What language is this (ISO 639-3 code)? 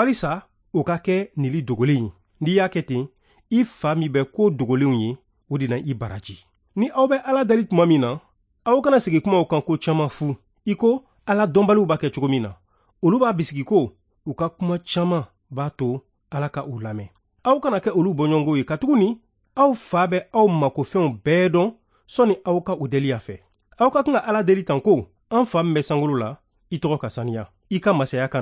bam